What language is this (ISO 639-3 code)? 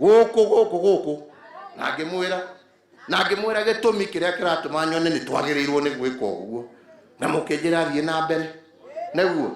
kik